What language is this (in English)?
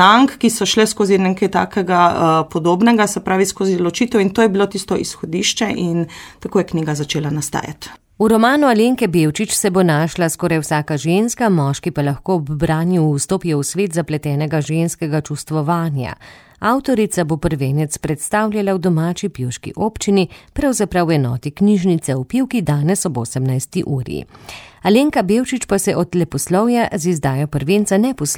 Slovenian